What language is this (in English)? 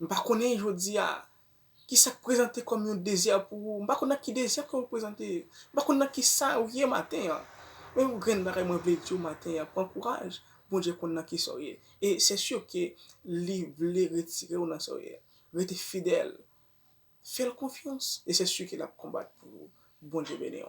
Haitian Creole